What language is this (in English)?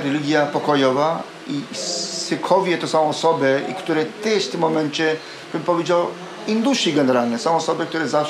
Polish